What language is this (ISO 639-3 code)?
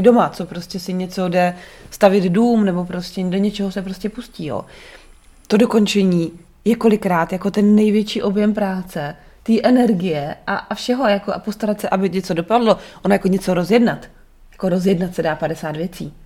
ces